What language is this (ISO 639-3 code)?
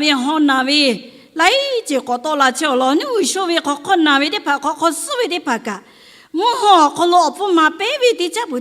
lhu